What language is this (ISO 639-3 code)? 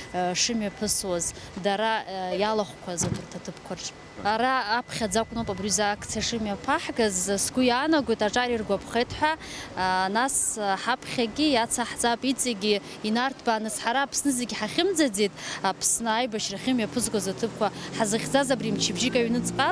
abk